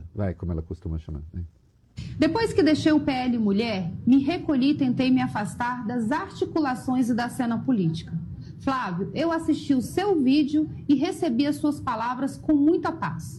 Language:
Portuguese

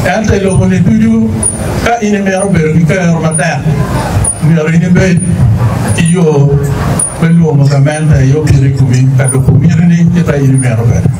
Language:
Acoli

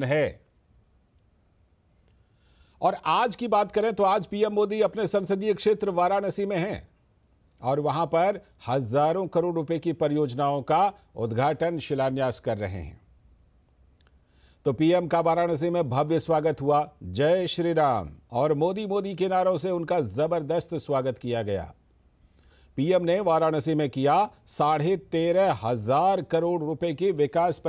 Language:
Hindi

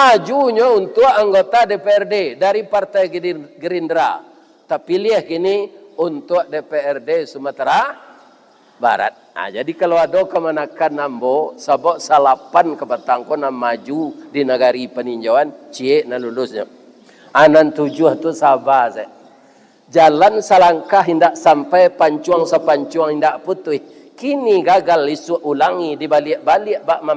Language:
Minangkabau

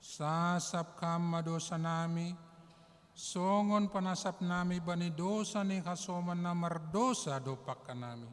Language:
Batak Simalungun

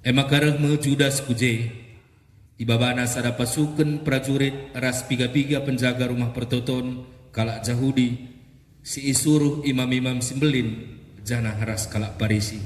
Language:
Batak Karo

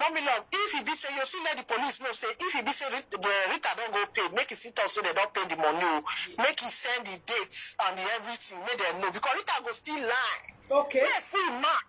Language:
Nigerian Pidgin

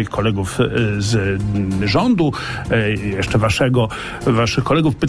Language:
Polish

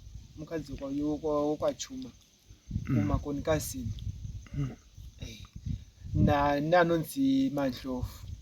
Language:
Shona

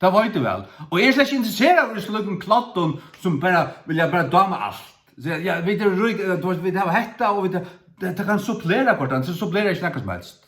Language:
Faroese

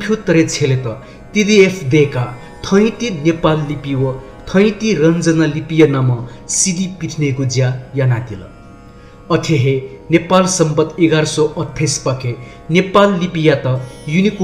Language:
Newari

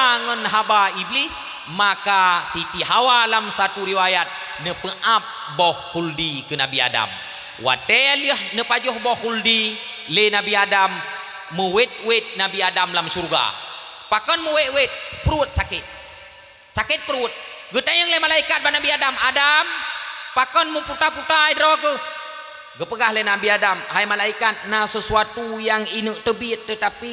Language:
Achinese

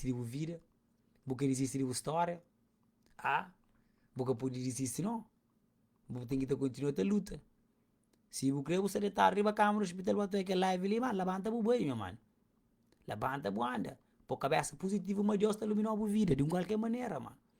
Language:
Kabuverdianu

